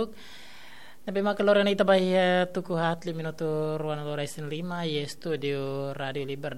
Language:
Tetum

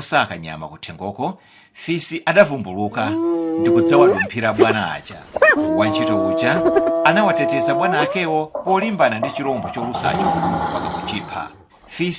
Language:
Nyanja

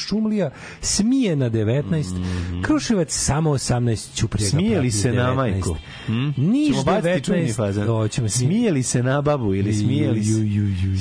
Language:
Serbian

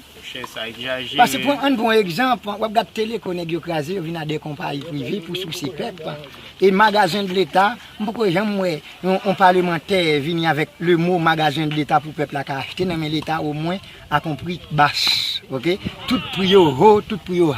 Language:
Haitian Creole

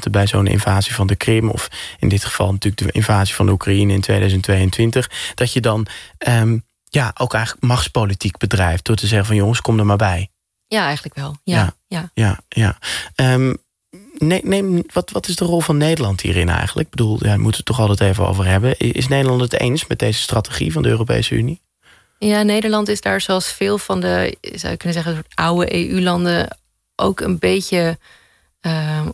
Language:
Dutch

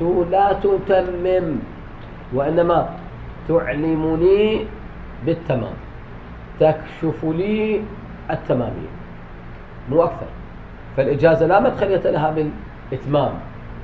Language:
Mesopotamian Arabic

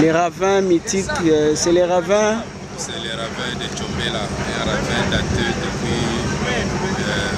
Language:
Luba-Lulua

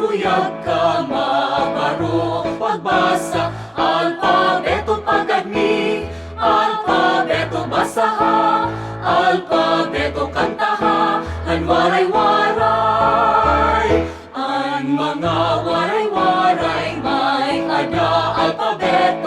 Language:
Waray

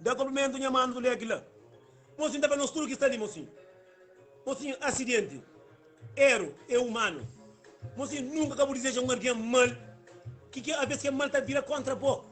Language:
Kabuverdianu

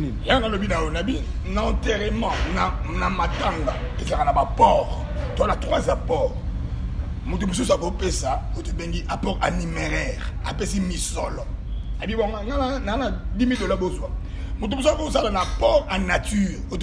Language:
Lingala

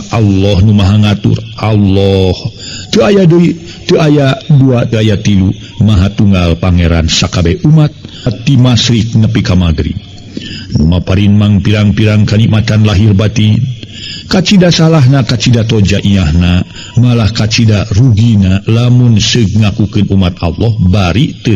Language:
Sundanese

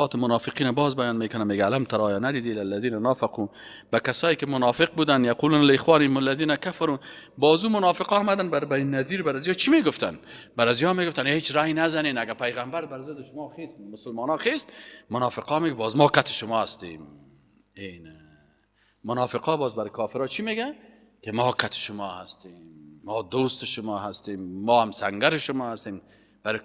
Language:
Persian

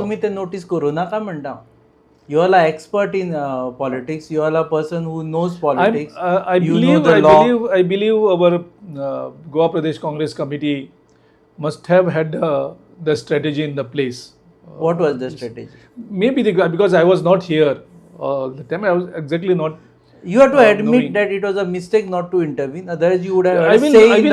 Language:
Konkani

